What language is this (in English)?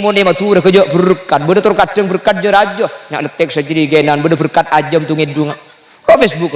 Madurese